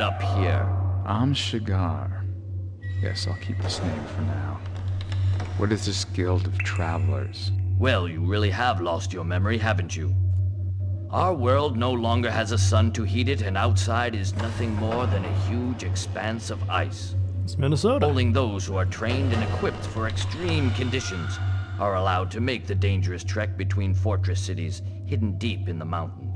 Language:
English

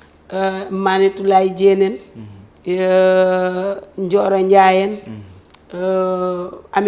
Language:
Fula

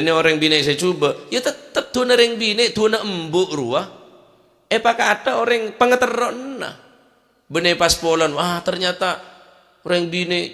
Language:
Madurese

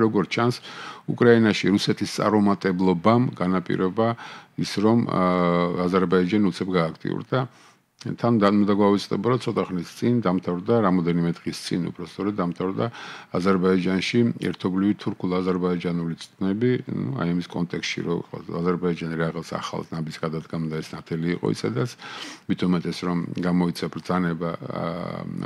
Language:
Georgian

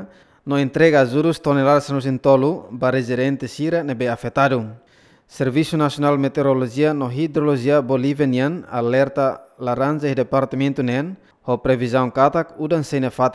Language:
Tetum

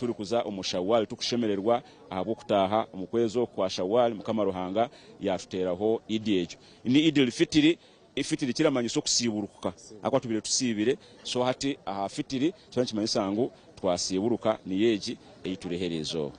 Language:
Nyankole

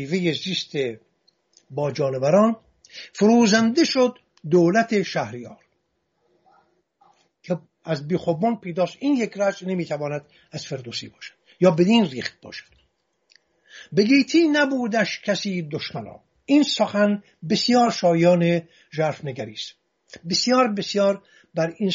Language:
Persian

